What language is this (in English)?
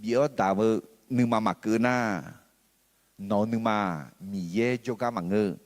Akha